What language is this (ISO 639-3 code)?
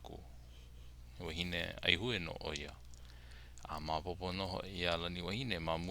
haw